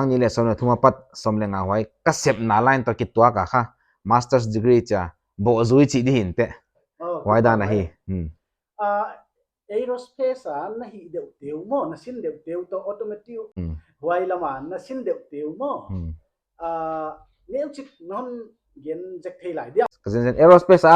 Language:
Paite Chin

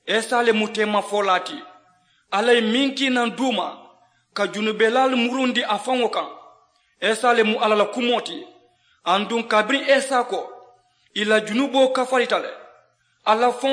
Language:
Mandingo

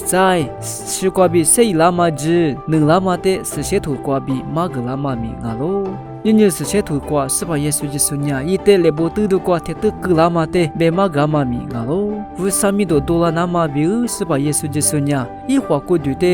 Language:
Lisu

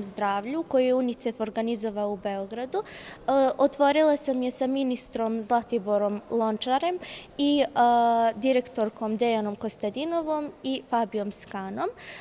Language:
Bosnian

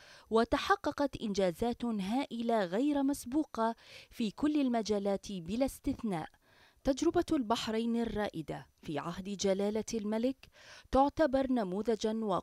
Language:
Arabic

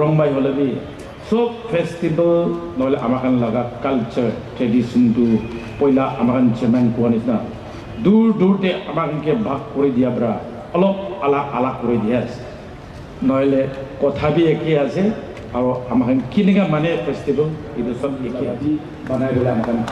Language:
Naga Pidgin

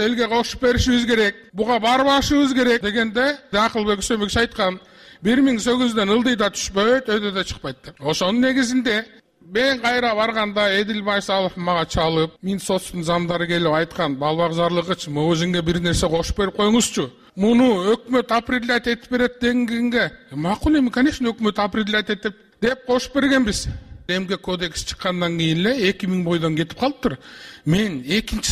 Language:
Kyrgyz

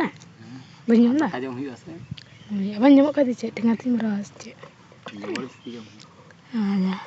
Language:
Santali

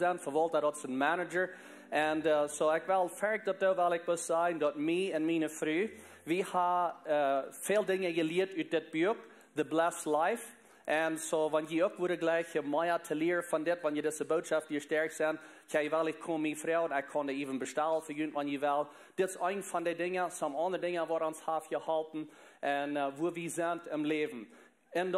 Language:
Plautdietsch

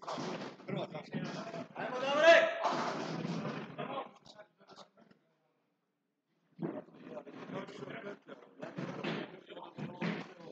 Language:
Croatian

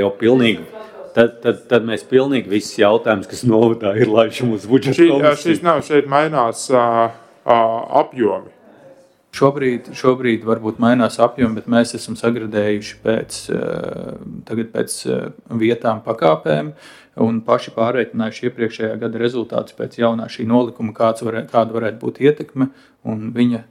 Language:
Latvian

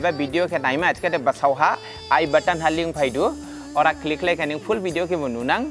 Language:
Dimasa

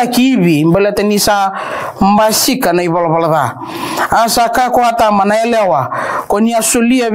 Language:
Fijian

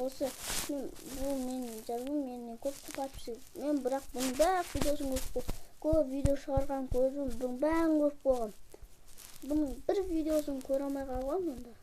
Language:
Kazakh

